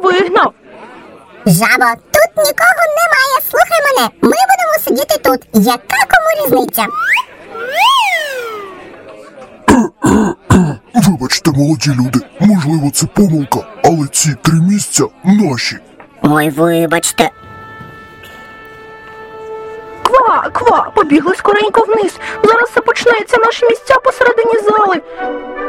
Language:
Ukrainian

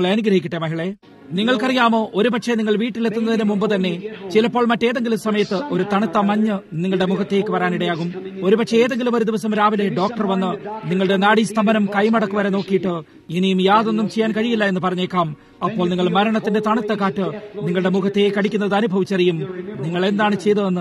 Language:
Malayalam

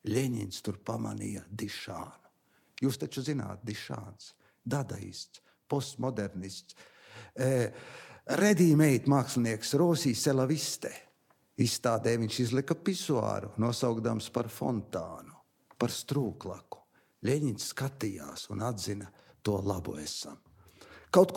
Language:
Latvian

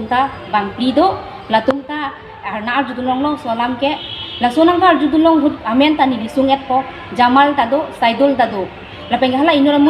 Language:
Karbi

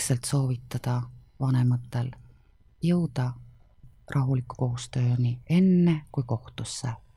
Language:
Estonian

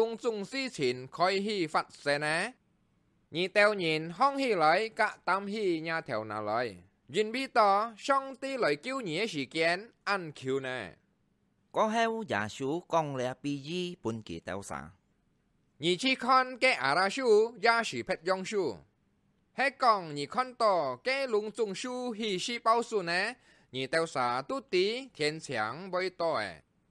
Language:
Hakka Chinese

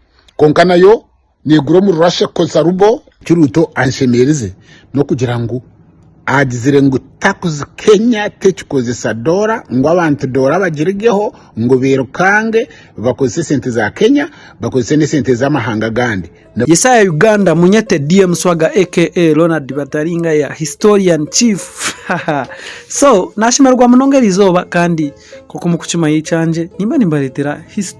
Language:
Nyankole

